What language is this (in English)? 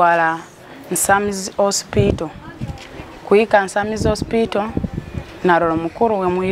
Nyoro